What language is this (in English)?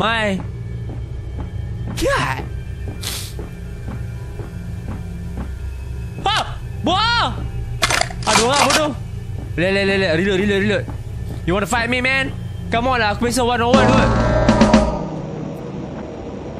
Malay